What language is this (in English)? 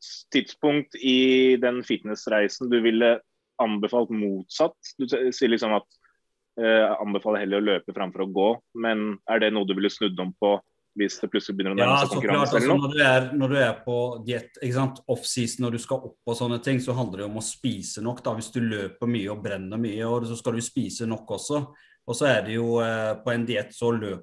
Norwegian